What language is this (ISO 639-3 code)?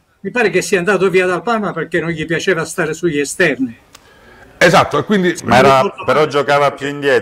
ita